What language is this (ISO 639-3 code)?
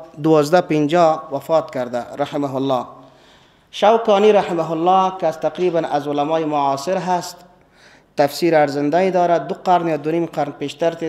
fas